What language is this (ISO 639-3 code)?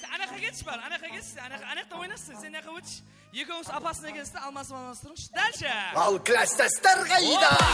kaa